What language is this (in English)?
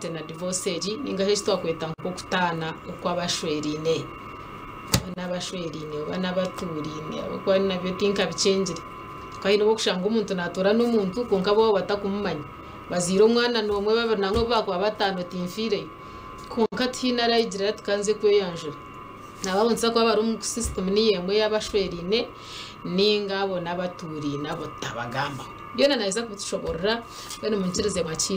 Nyankole